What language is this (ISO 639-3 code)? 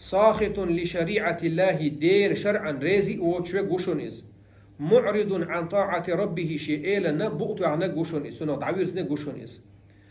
che